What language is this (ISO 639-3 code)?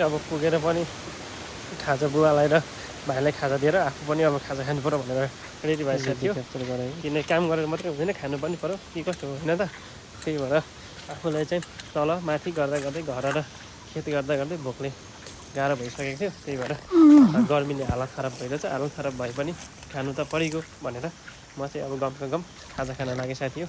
nep